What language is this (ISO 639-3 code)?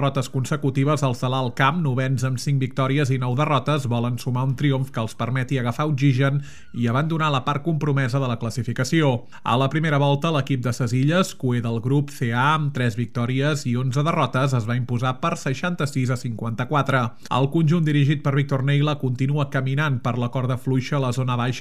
cat